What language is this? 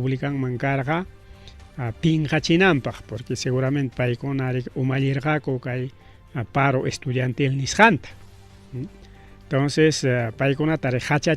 Ayacucho Quechua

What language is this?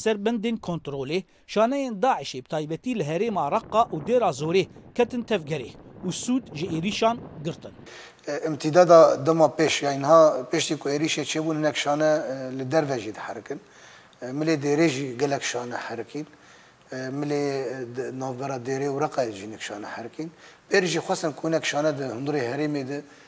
Kurdish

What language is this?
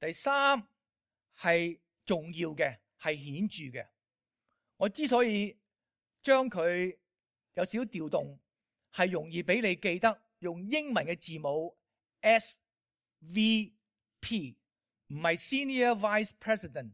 Cantonese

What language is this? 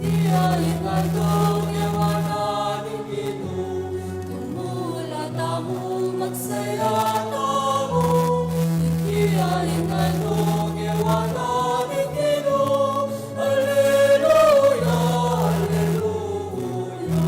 Pampanga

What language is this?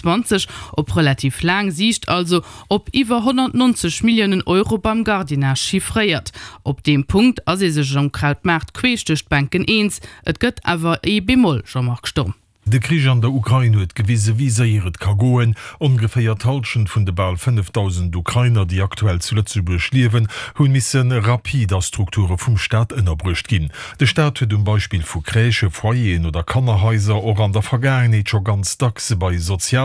Luxembourgish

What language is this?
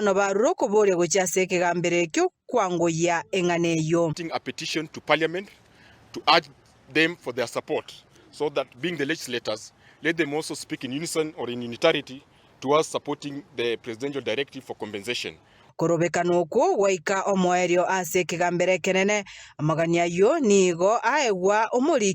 Gusii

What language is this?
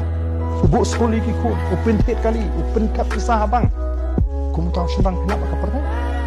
Khasi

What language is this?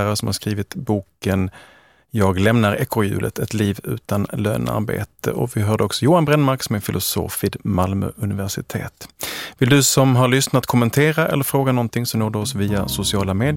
Swedish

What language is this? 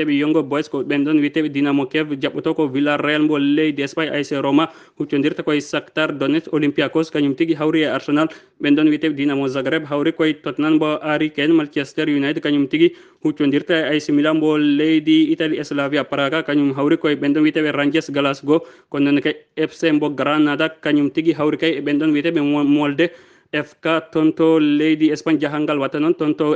Fula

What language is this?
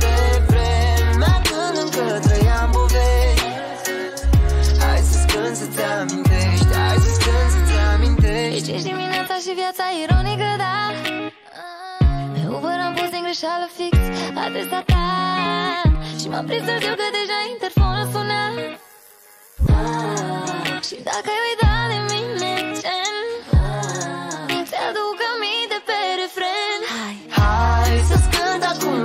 Romanian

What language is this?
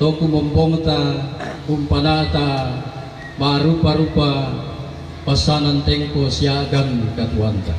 Toraja-Sa'dan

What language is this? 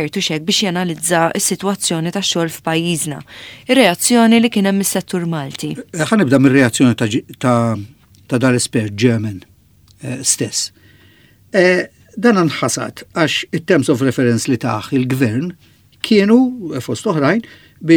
Maltese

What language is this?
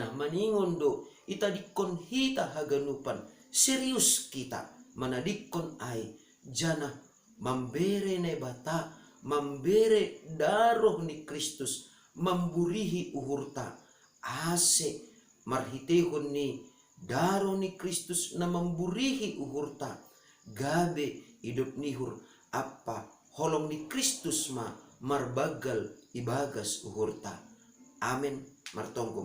Batak Simalungun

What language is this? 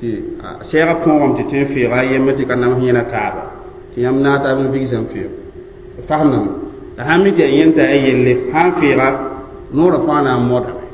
Mossi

